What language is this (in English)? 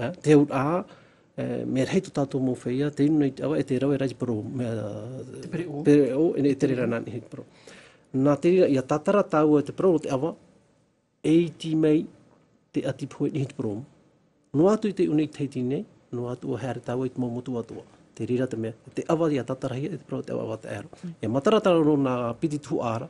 Tahitian